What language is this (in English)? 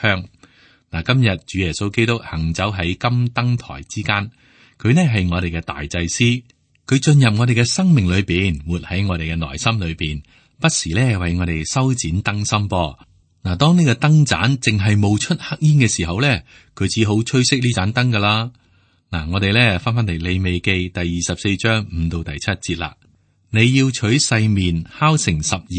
Cantonese